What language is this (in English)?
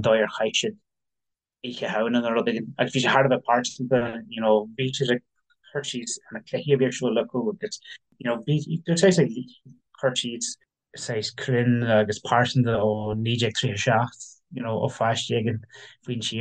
Irish